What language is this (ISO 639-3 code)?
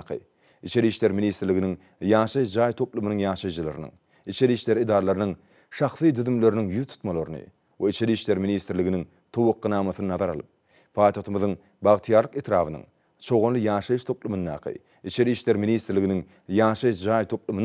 tuk